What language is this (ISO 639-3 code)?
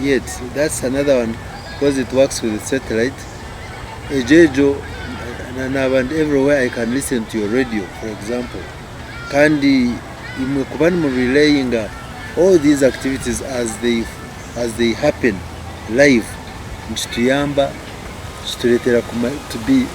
nyn